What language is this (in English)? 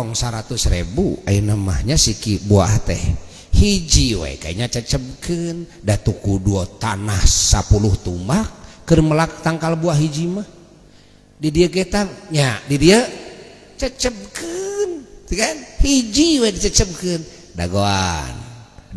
Sundanese